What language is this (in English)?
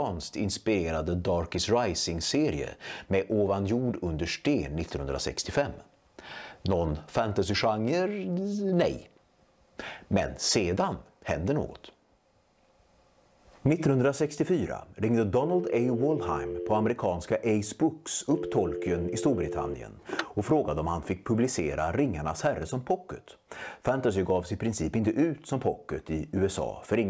Swedish